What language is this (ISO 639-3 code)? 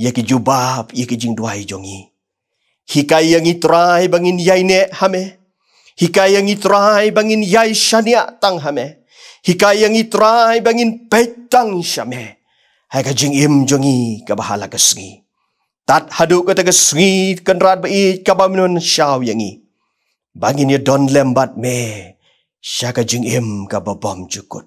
kha